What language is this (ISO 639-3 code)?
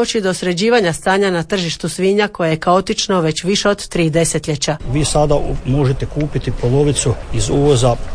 hrv